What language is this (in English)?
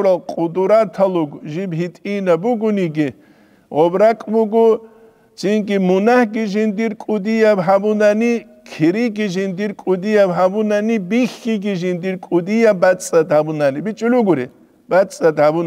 Avaric